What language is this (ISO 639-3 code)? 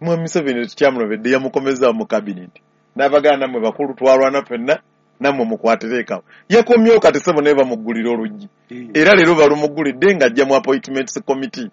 lug